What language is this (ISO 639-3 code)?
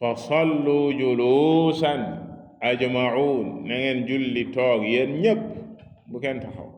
wol